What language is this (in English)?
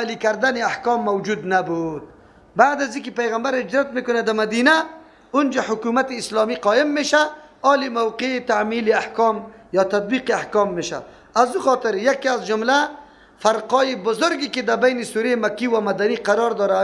Persian